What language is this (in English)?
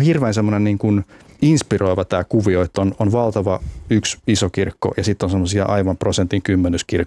Finnish